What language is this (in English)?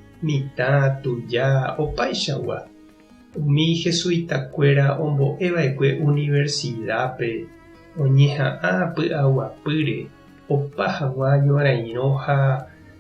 Guarani